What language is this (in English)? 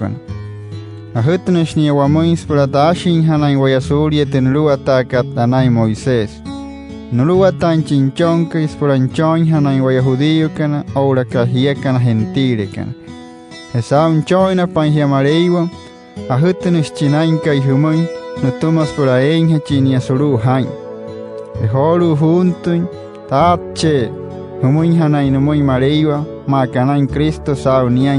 Wayuu